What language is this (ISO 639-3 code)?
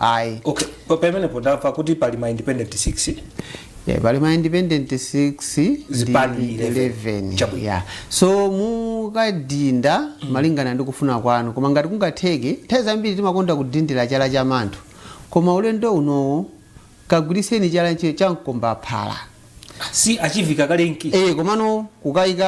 nya